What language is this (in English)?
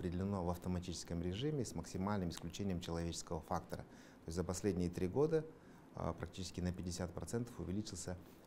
Russian